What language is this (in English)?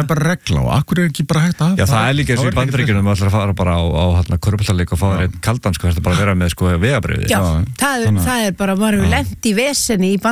Icelandic